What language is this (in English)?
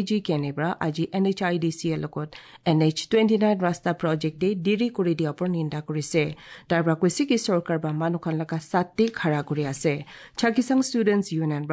Assamese